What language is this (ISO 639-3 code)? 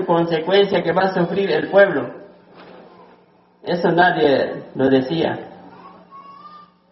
spa